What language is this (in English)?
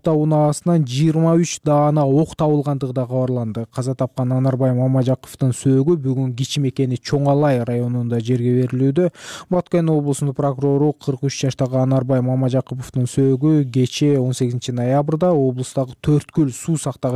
Kyrgyz